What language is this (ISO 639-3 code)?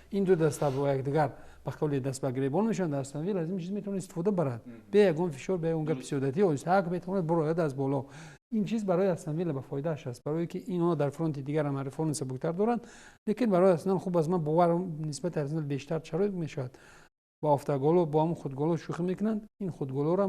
tgk